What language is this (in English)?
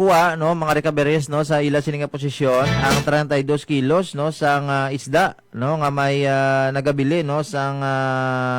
Hiligaynon